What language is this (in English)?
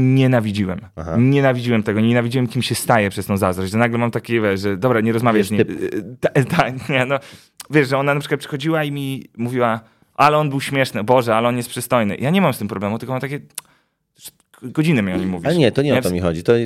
Polish